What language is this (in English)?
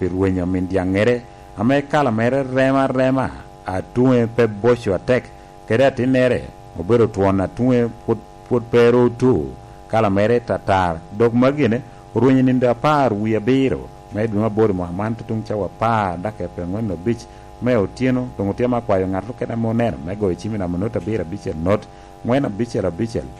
Lango (Uganda)